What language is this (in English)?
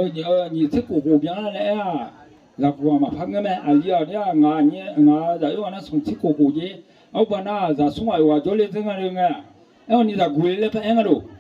Akha